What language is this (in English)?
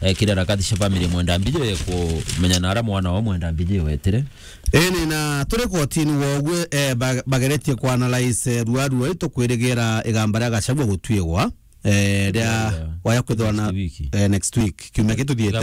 Meru